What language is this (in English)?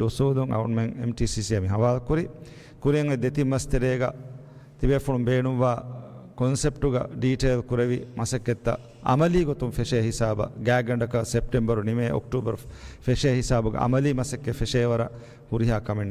Divehi